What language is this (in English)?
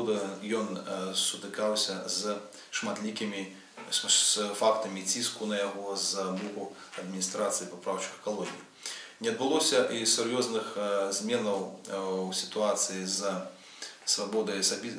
Belarusian